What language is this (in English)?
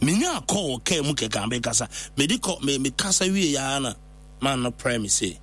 Akan